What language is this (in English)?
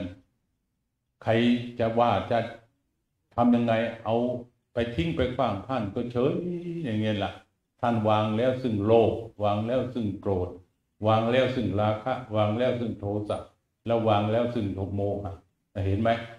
Thai